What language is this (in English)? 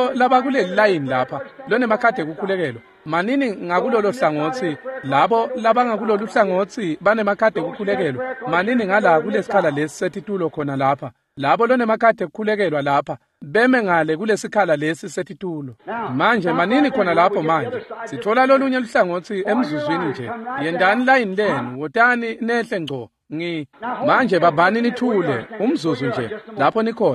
Swati